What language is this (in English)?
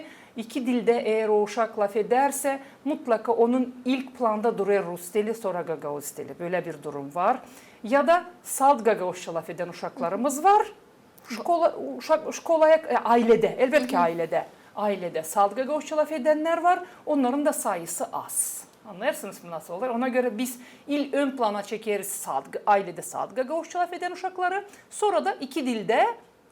Gagauz